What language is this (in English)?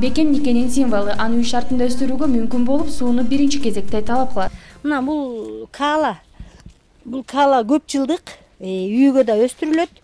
Kyrgyz